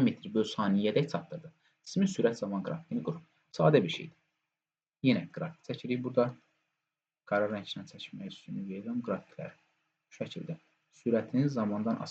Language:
Azerbaijani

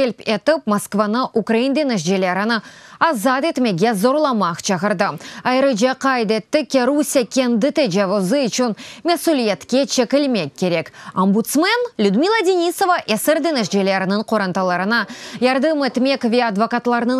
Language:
Crimean Tatar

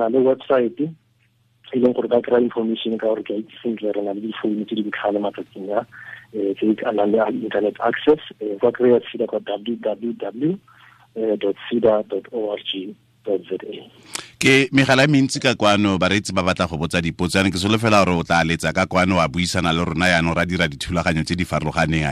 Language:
Tswana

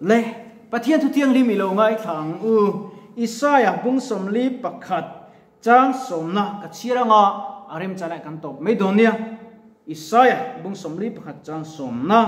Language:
Mizo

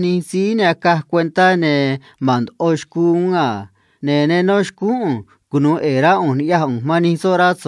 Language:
Copala Triqui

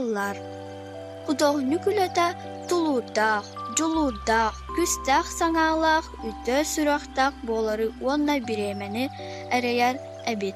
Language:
Yakut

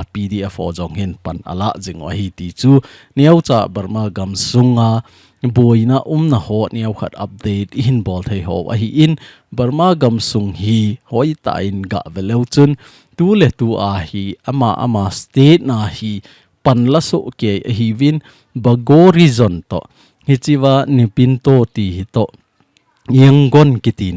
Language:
Thado Chin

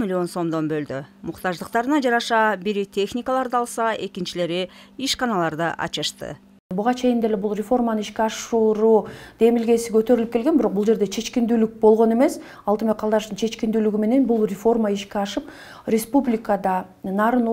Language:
Kyrgyz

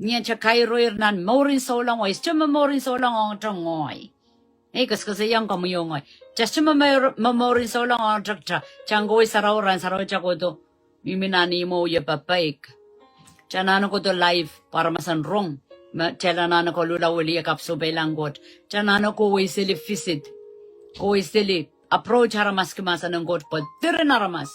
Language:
Pohnpeian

